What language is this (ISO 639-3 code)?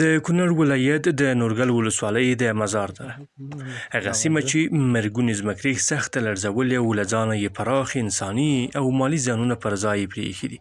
pus